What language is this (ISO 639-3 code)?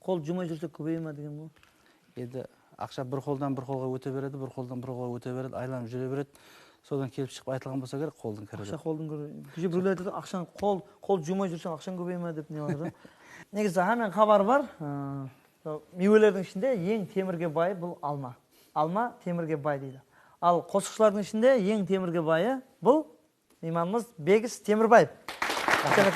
kaa